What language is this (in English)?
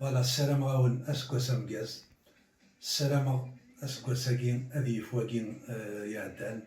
Kabyle